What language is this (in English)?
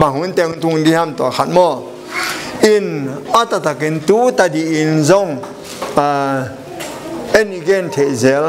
Tedim Chin